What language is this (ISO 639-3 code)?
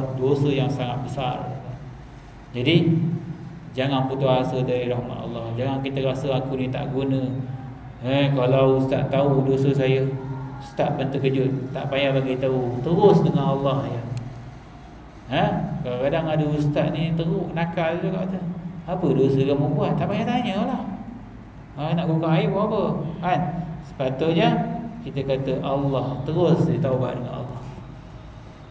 msa